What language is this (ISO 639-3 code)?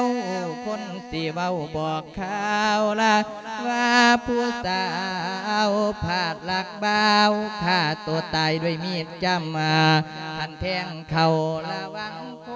lao